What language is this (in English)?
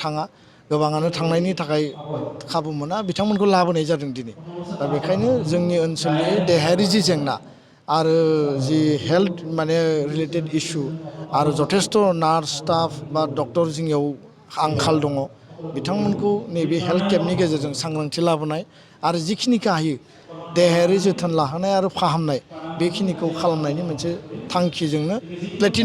Bodo